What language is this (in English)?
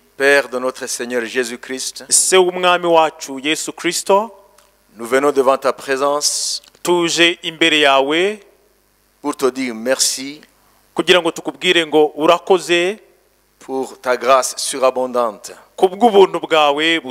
Kinyarwanda